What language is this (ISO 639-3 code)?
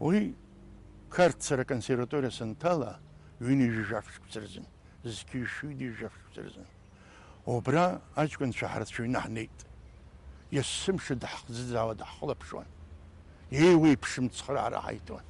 abk